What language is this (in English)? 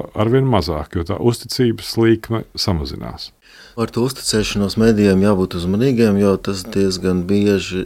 Latvian